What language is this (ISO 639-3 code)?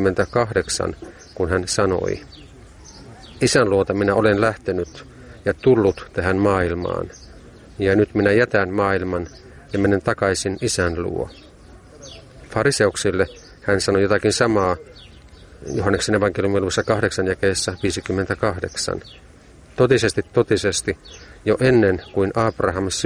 fin